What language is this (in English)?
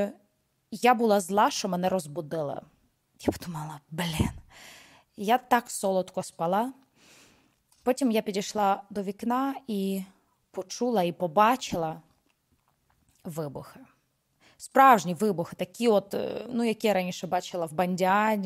Ukrainian